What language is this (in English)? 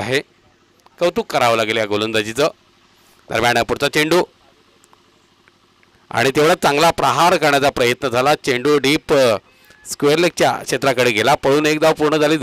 Marathi